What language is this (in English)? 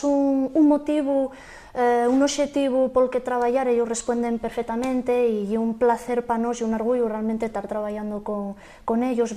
Asturian